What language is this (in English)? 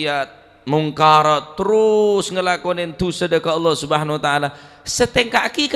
Madurese